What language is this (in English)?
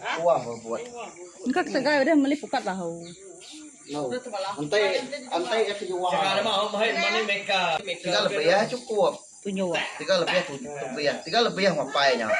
Iban